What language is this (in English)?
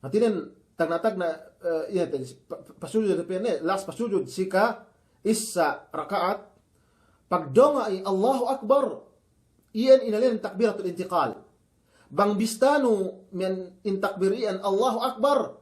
Yakan